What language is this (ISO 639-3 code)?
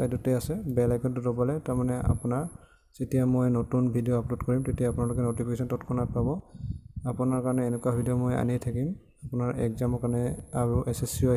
asm